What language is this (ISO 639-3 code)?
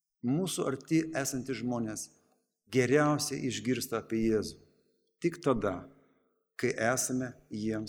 lit